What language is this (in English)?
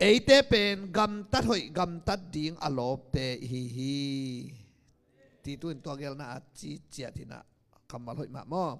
Tedim Chin